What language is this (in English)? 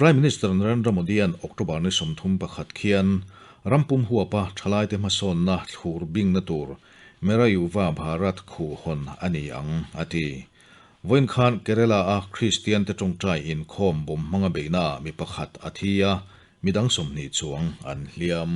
Mizo